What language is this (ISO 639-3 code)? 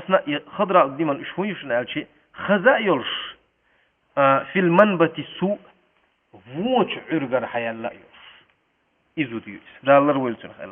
che